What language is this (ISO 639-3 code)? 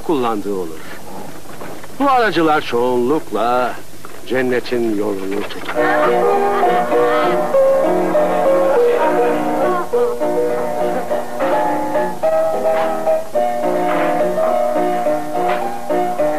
tur